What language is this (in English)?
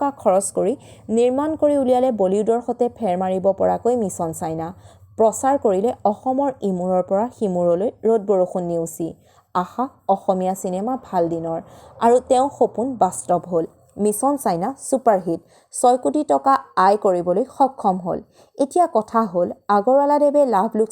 Assamese